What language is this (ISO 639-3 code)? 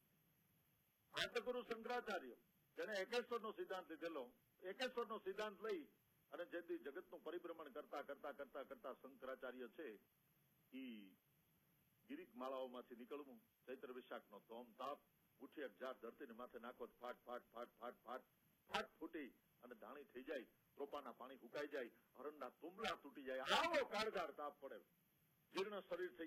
guj